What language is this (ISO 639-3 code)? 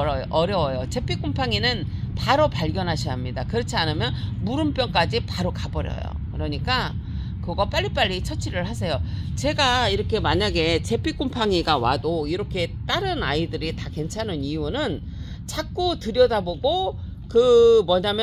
kor